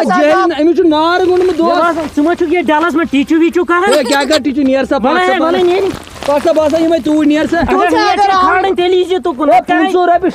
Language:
Kashmiri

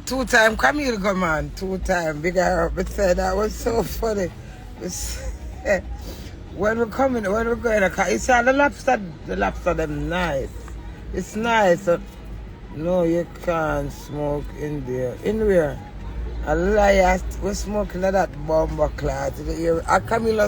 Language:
Jamaican Creole English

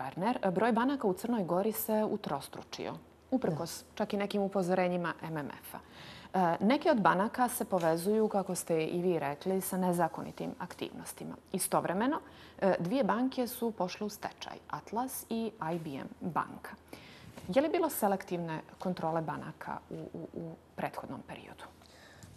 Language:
Bosnian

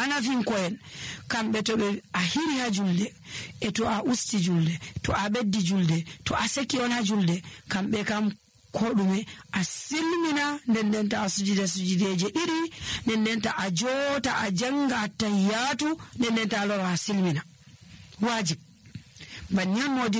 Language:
Nigerian Fulfulde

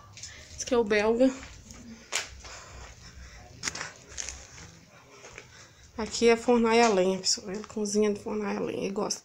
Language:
Portuguese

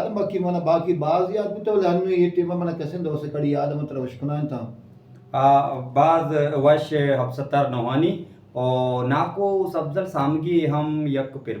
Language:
Baluchi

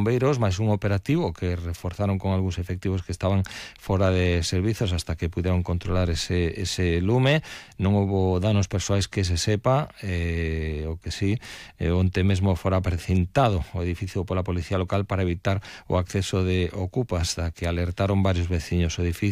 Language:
Galician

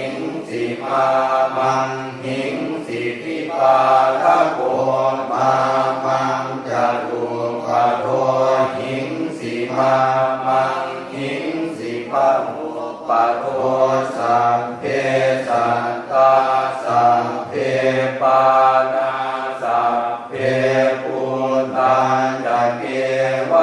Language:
Pali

